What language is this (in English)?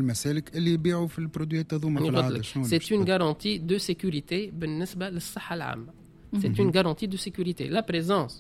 Tunisian Arabic